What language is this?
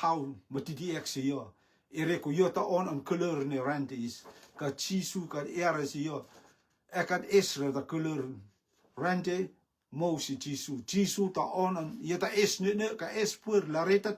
Rotuman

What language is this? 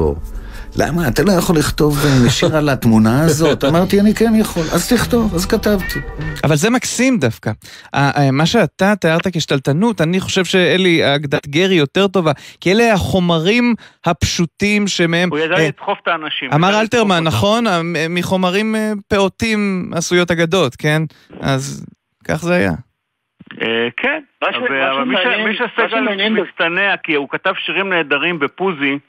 Hebrew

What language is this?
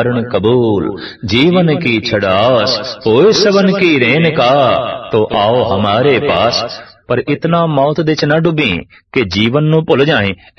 Punjabi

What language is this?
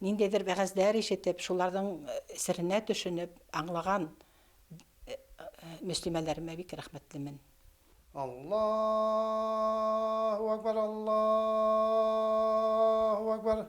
Bashkir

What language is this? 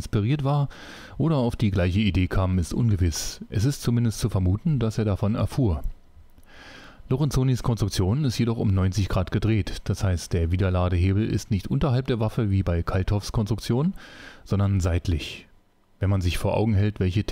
German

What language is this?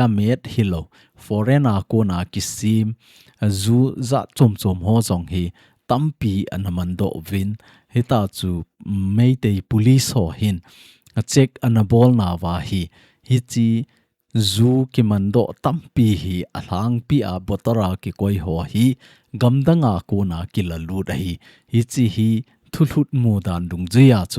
Thado Chin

